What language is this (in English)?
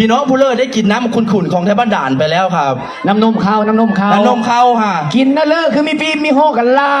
Northeastern Thai